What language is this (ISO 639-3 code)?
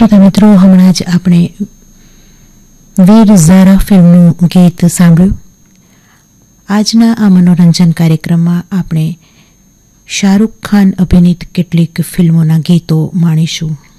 guj